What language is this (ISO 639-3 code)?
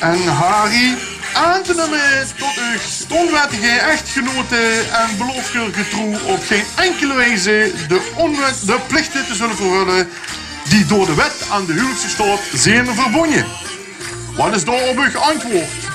lim